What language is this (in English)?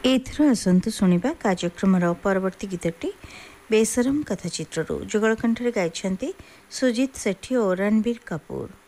Odia